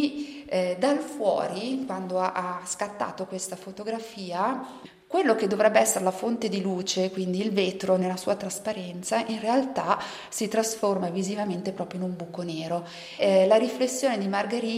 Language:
Italian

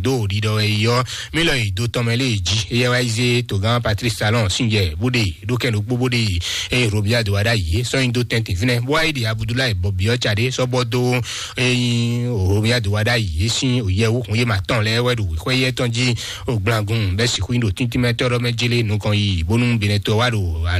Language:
Fon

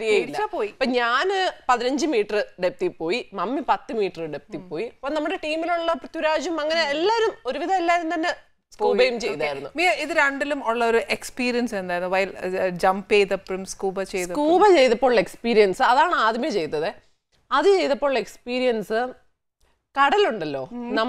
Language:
Malayalam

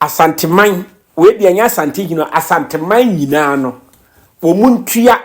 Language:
Akan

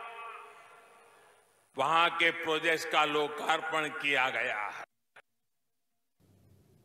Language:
Hindi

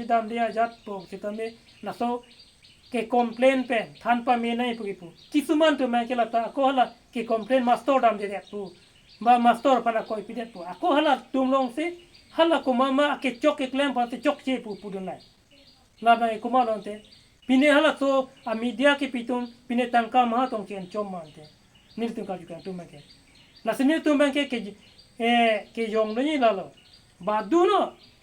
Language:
Karbi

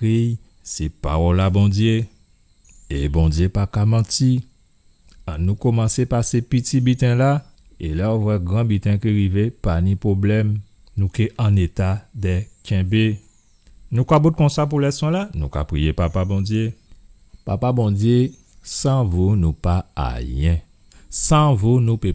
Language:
Guadeloupean Creole French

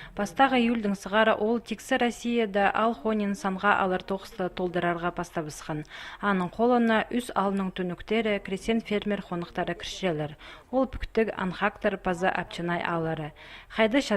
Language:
Khakas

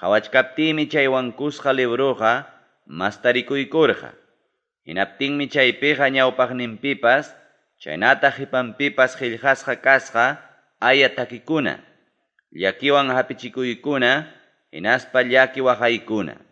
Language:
Ayacucho Quechua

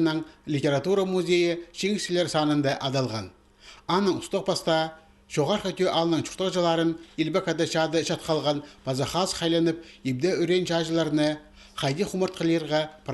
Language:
Khakas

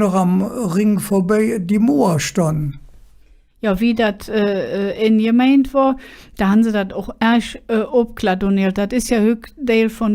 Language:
Colognian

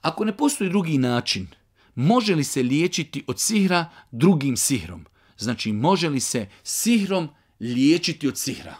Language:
Bosnian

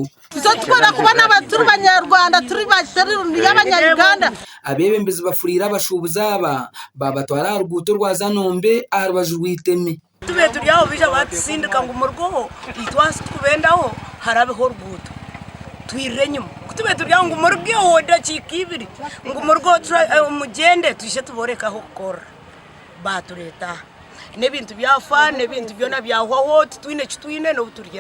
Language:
Nyankole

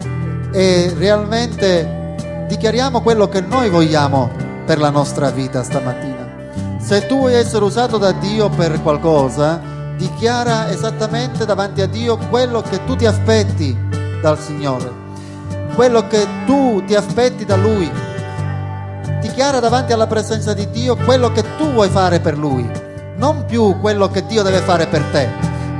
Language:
Italian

